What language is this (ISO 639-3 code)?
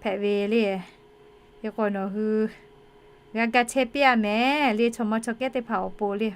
lhu